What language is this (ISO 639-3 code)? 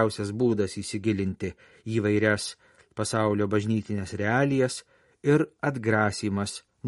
lit